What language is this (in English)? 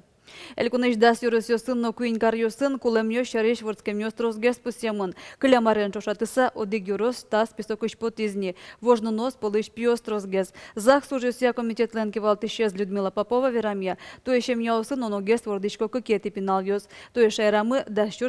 Udmurt